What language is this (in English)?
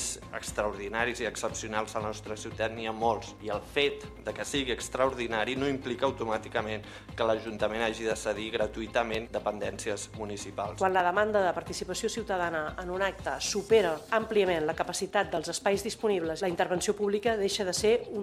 Catalan